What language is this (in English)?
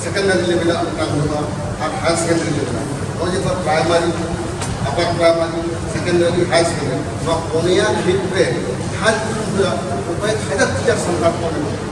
Santali